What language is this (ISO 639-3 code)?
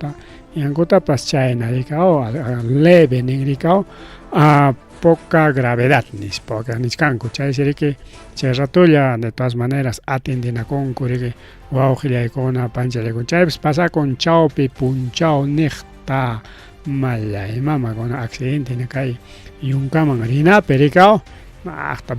quy